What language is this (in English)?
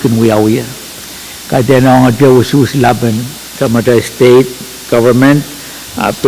Pohnpeian